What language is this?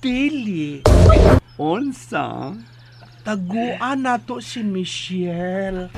Cebuano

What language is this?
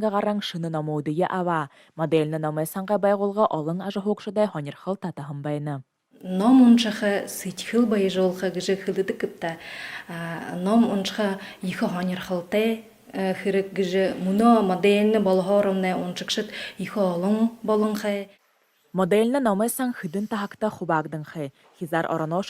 Buriat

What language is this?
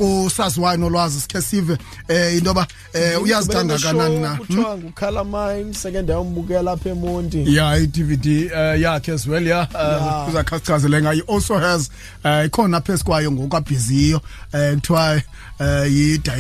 Xhosa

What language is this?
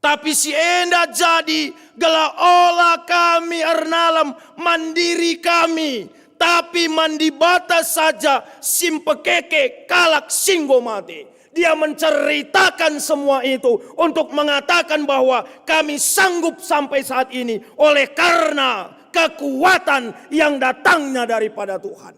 Batak Karo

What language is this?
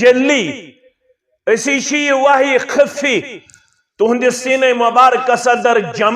Kashmiri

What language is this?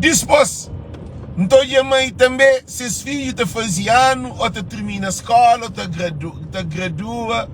Kabuverdianu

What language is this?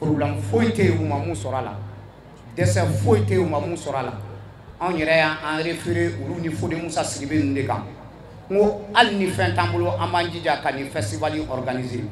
Bambara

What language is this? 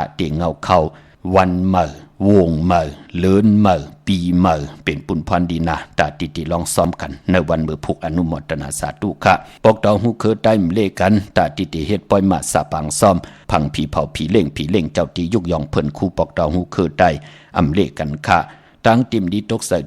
Shan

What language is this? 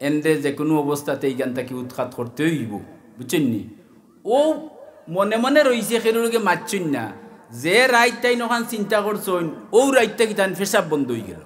Sylheti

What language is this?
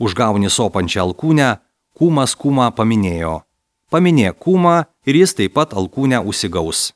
Lithuanian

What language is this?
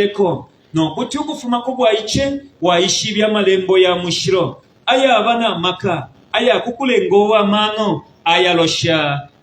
Bemba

